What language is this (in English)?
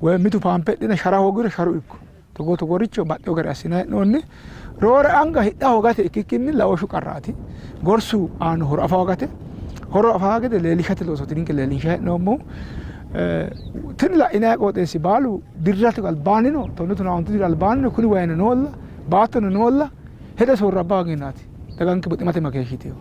Sidamo